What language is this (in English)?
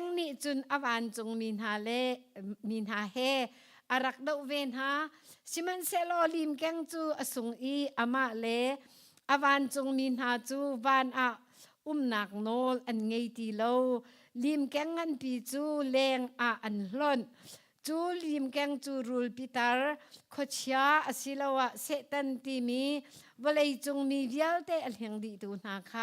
Hakha Chin